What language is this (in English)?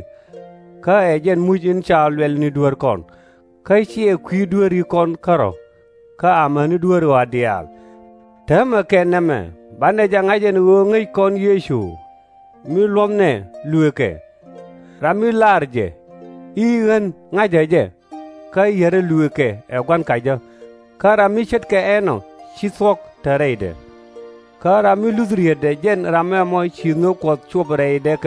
Nuer